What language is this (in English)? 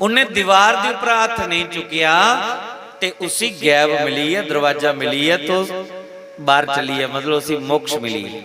Dogri